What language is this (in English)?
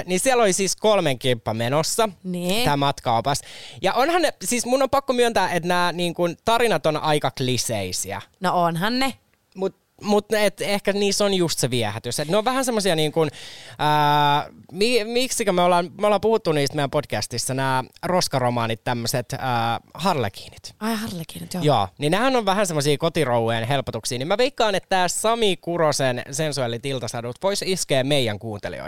Finnish